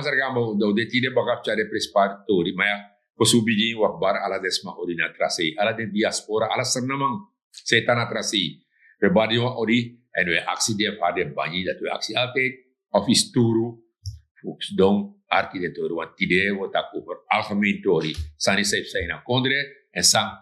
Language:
Sranan Tongo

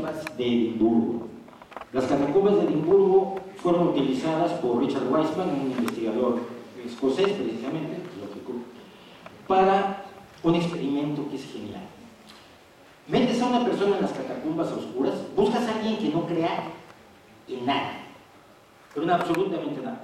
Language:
Spanish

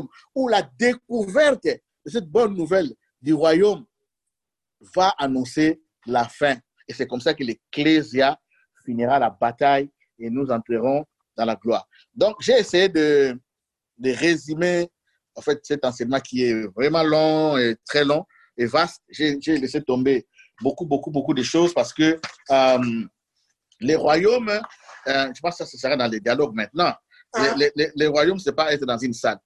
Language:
French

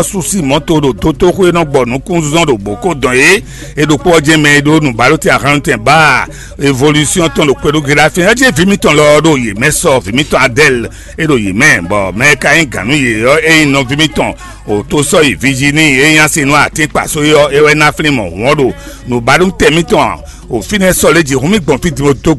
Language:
Fon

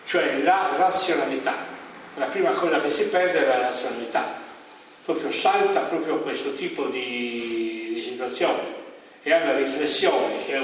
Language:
Italian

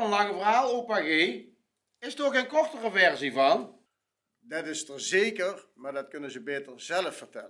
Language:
Limburgish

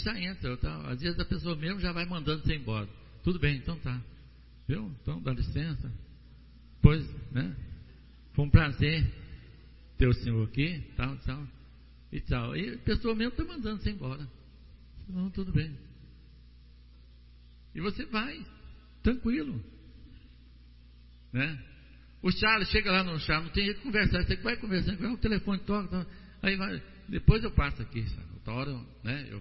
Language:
Portuguese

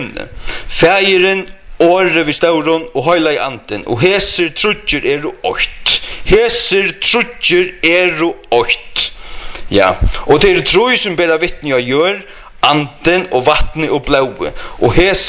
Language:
Faroese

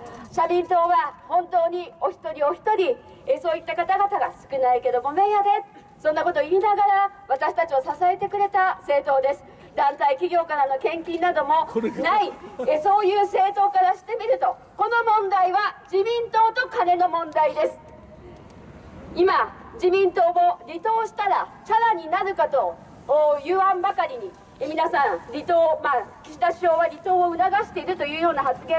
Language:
Japanese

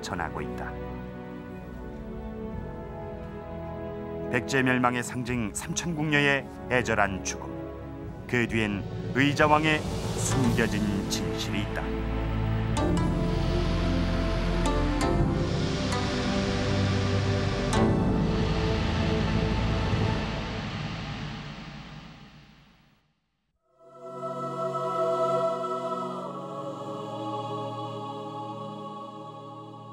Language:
Korean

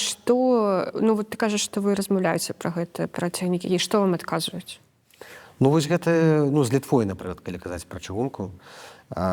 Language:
Belarusian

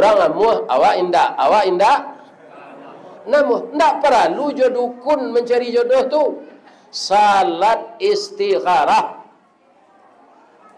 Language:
Minangkabau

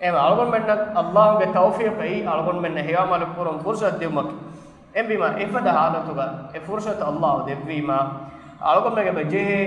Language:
Divehi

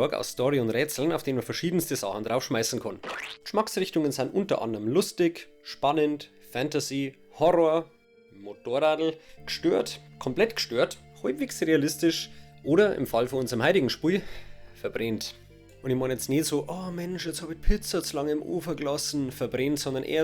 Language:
Bavarian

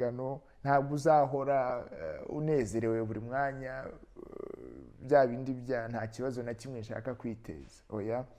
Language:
Kinyarwanda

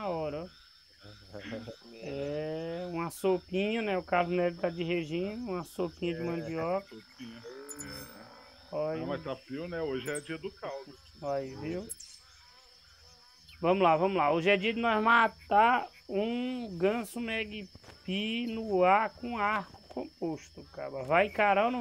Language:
Portuguese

